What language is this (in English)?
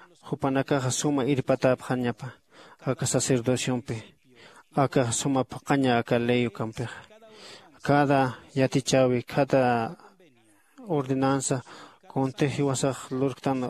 Aymara